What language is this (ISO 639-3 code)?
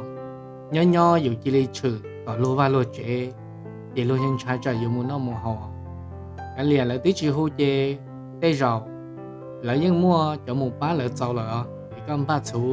hmn